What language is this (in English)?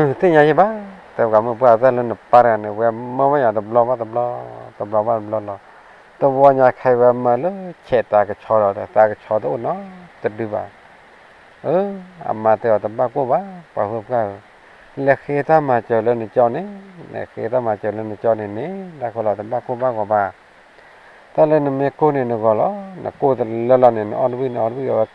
S'gaw Karen